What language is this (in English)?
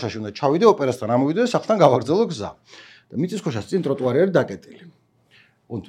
Georgian